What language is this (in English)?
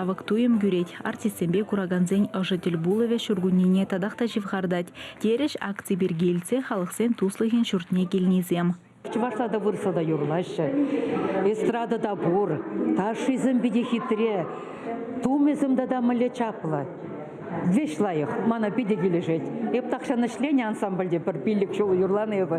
Chuvash